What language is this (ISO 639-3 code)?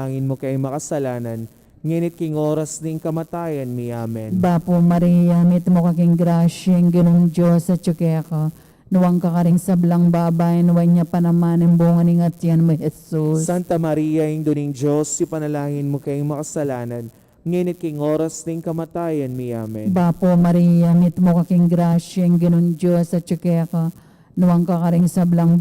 pam